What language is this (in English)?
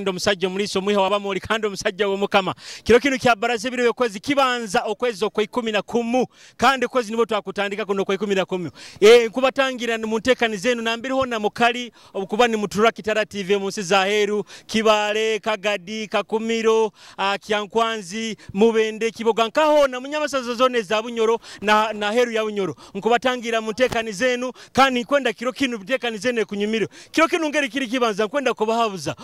Nyoro